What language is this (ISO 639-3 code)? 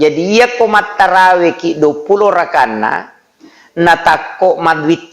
bug